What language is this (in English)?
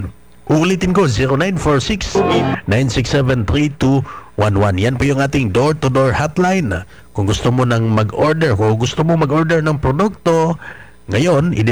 Filipino